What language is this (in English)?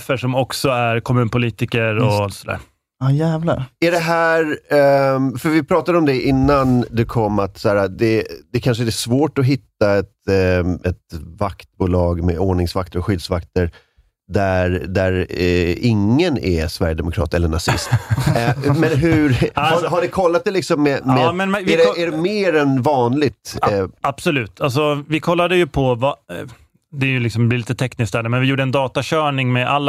Swedish